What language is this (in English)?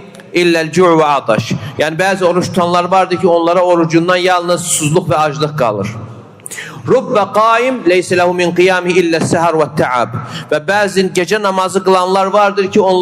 Azerbaijani